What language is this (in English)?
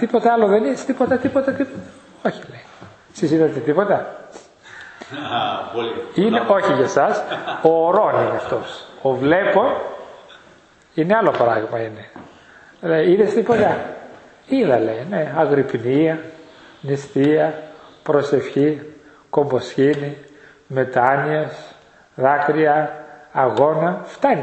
Greek